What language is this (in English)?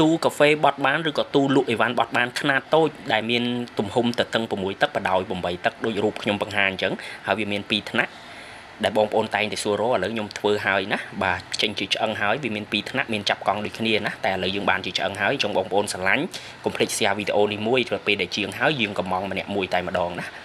Khmer